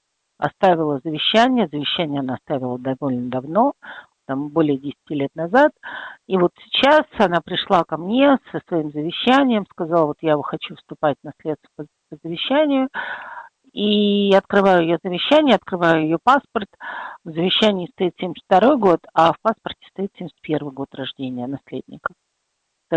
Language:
Russian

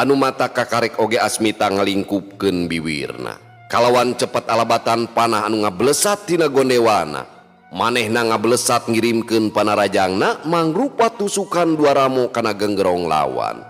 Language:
Sundanese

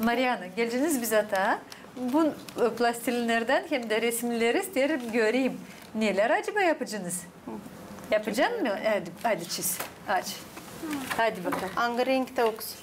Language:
Gagauz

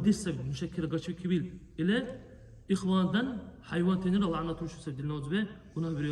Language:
Dargwa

